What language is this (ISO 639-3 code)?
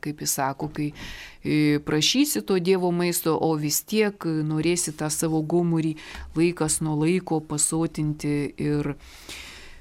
lit